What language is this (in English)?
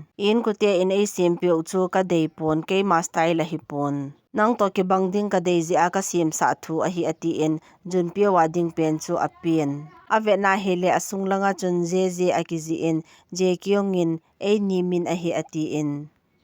Thado Chin